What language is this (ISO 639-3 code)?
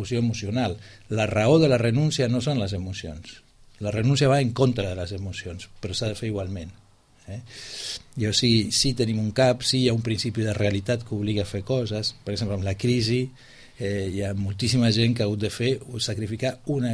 cat